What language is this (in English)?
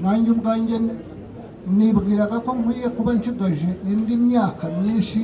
Kinyarwanda